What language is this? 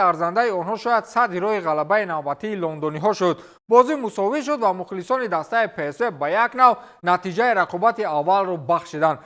Tajik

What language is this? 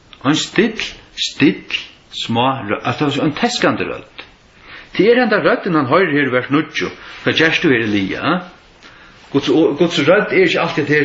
Faroese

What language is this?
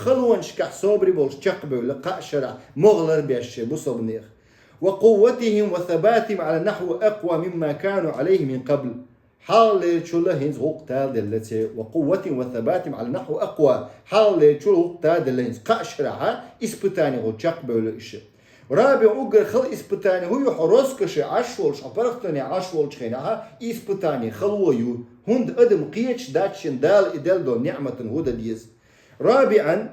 Chechen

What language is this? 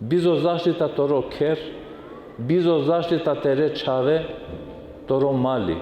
Balkan Romani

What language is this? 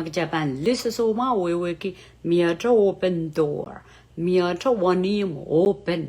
Pohnpeian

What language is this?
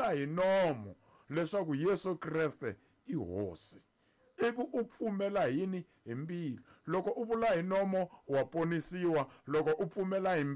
Tsonga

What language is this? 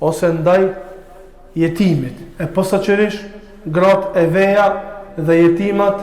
Albanian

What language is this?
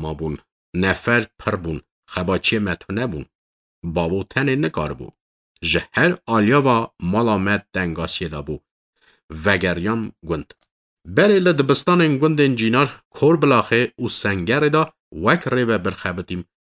Kurdish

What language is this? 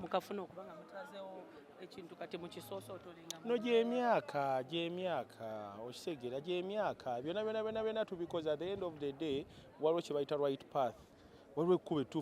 Ganda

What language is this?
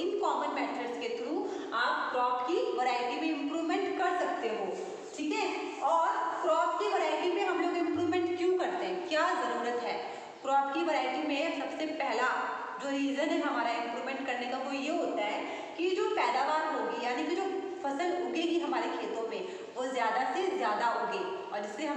Hindi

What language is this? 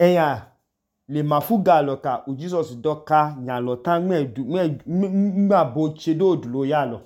Idoma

